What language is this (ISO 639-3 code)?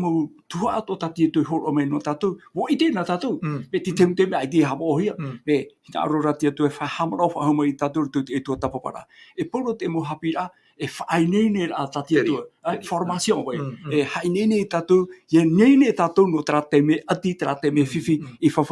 tah